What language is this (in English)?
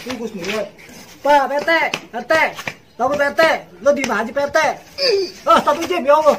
Betawi